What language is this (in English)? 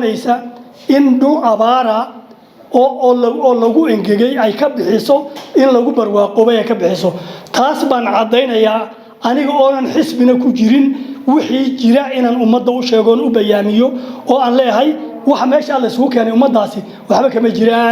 Somali